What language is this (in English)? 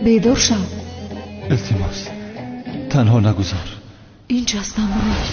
Tajik